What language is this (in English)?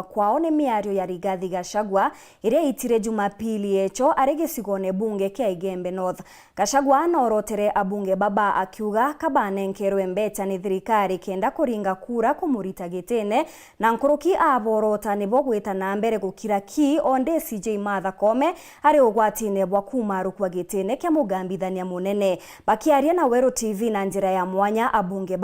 Meru